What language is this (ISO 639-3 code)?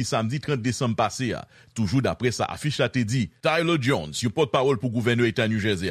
hat